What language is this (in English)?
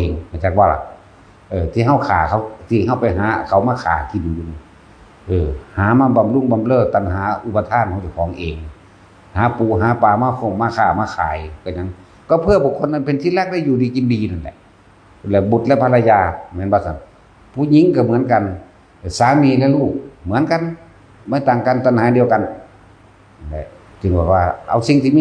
Northeastern Thai